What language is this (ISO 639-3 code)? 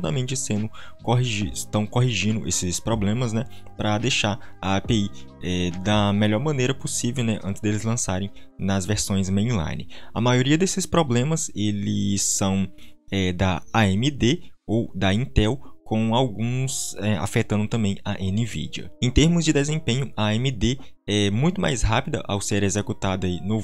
por